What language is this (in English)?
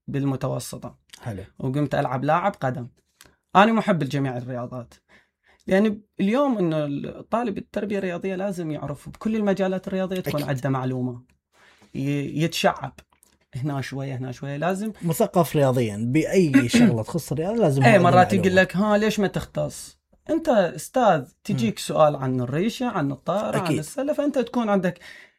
Mesopotamian Arabic